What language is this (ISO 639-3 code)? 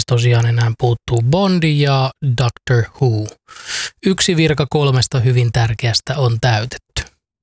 fin